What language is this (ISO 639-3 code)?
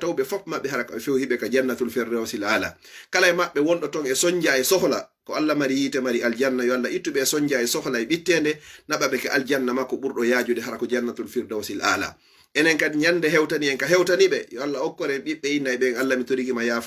ful